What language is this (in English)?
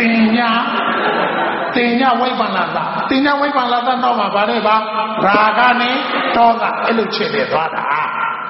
Burmese